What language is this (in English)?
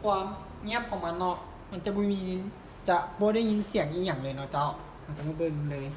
Lao